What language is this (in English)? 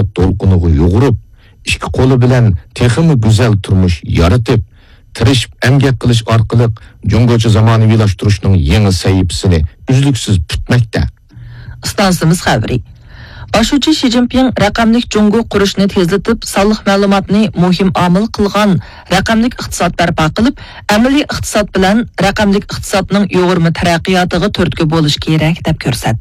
Uyghur